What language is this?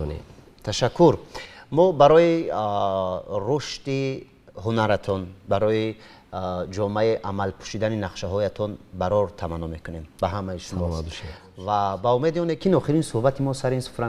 Tajik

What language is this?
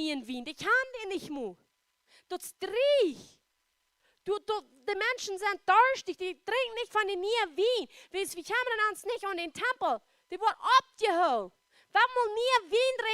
Plautdietsch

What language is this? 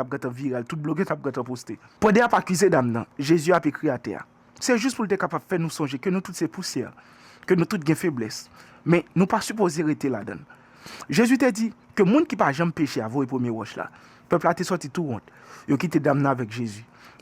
Haitian Creole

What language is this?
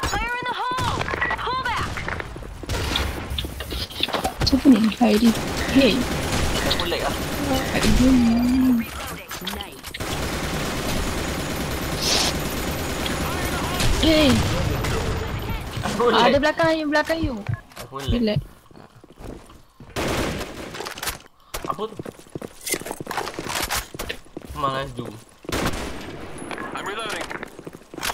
Malay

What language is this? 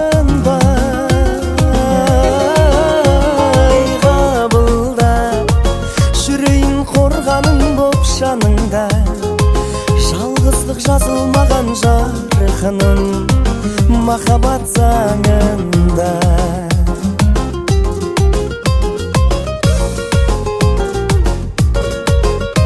Kazakh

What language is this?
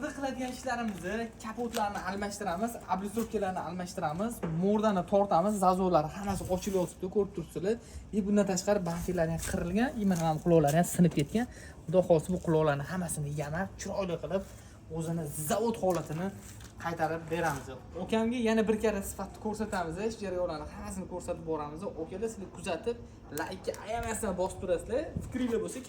Uzbek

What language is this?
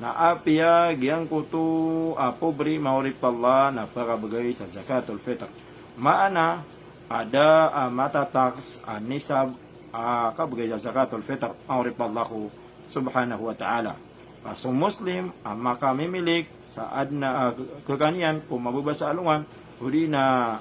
Maranao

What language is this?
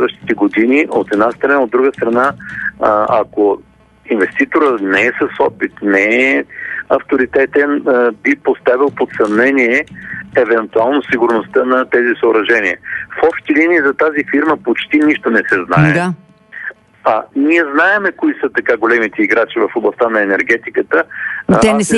Bulgarian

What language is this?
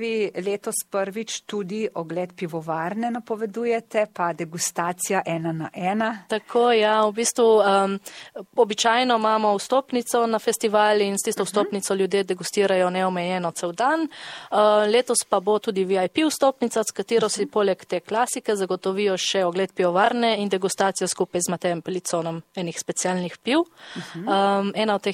Slovenian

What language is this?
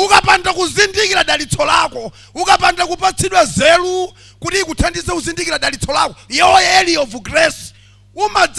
Nyanja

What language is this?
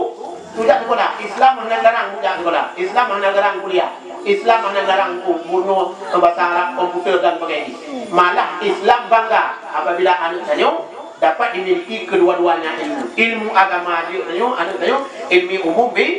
Achinese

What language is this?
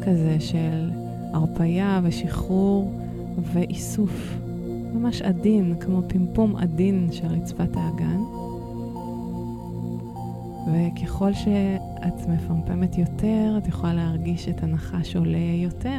Hebrew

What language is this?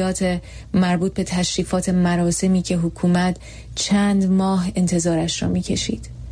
Persian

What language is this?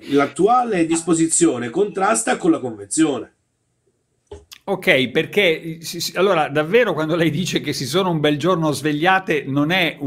Italian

